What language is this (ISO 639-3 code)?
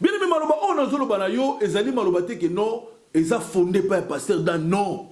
lin